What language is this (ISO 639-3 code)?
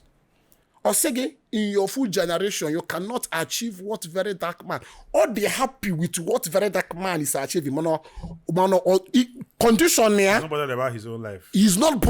ibo